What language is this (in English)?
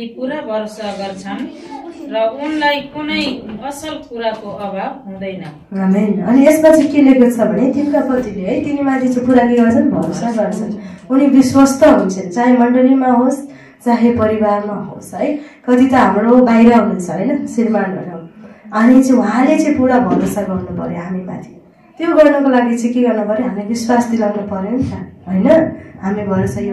Nepali